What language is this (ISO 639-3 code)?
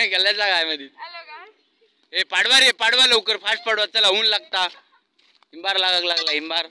kok